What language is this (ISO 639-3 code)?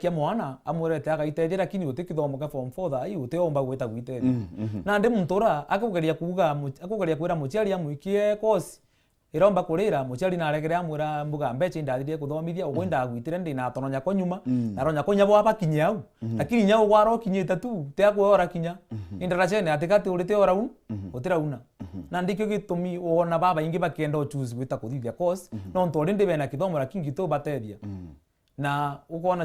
mer